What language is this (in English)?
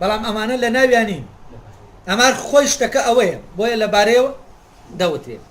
Central Kurdish